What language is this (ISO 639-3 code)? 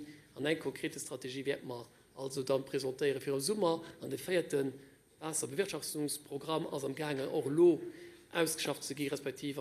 ltz